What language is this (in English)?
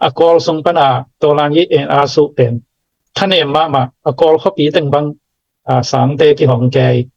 Tedim Chin